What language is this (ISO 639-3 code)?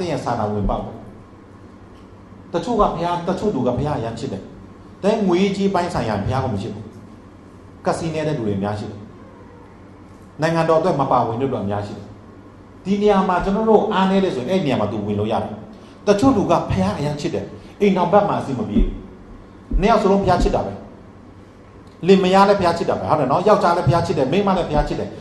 mya